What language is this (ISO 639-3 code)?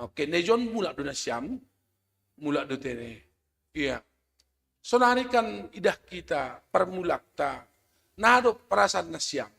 bts